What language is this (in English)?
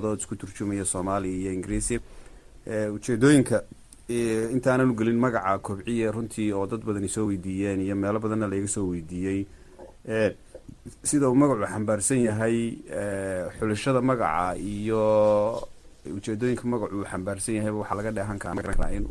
Somali